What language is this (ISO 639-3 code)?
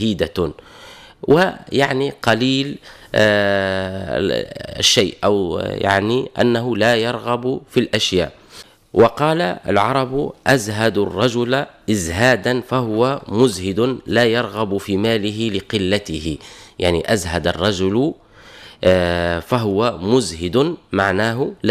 aeb